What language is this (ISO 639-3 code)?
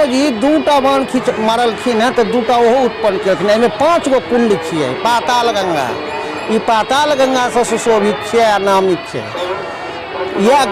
mai